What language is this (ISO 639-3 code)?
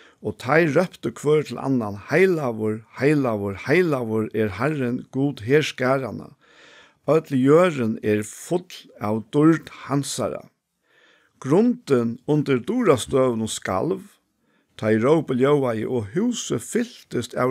fao